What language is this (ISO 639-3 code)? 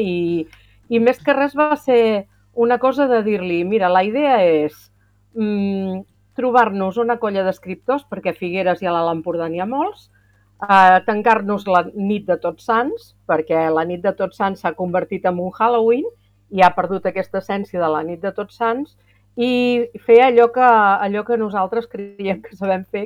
cat